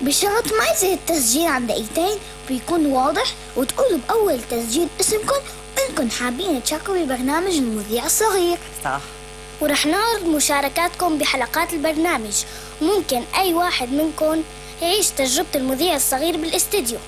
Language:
North Levantine Arabic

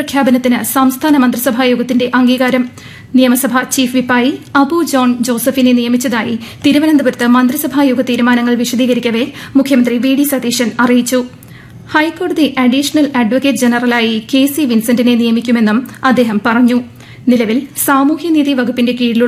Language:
Malayalam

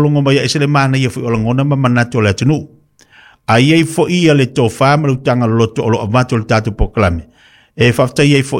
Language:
Samoan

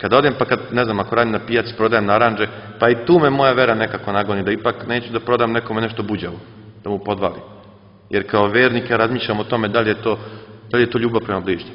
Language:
Serbian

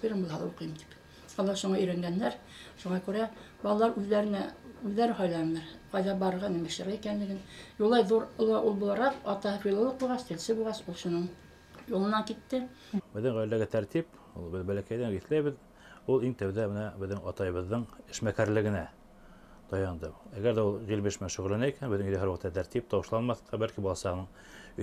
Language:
Bashkir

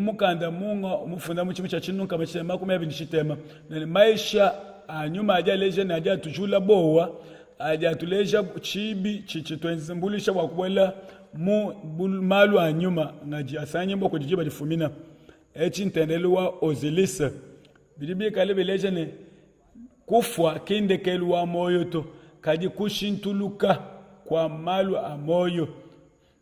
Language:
Luba-Lulua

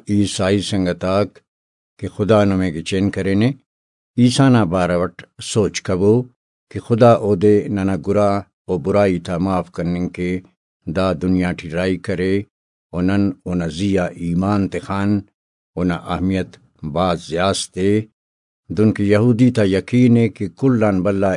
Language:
Brahui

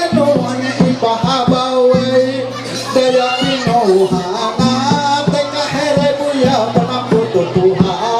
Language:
Ma'anyan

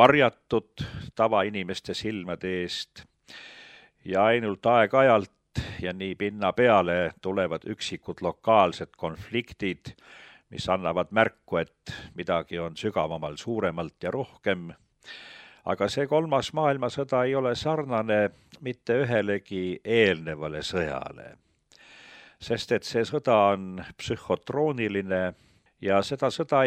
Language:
Estonian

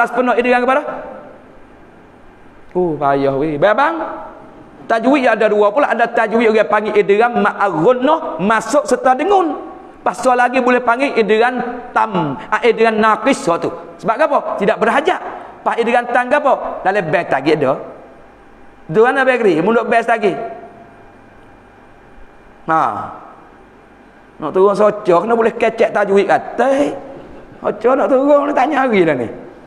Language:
Malay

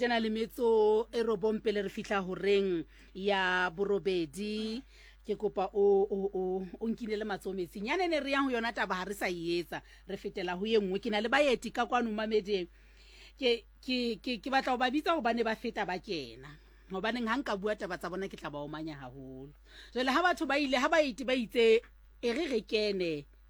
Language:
Southern Sotho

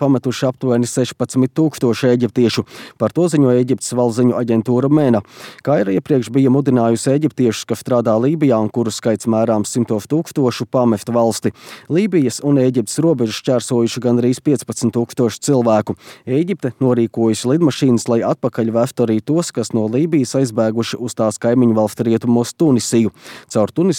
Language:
Latvian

